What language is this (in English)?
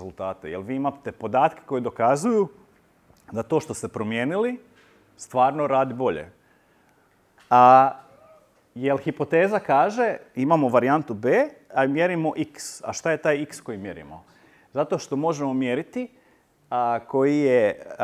Croatian